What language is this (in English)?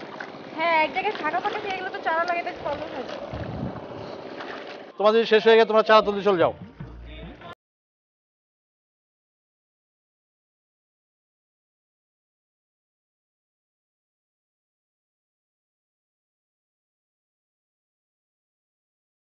Bangla